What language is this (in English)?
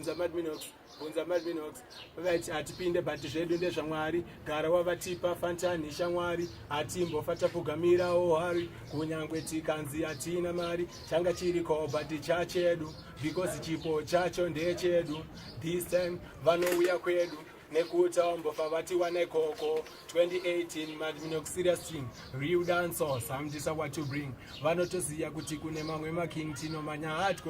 Shona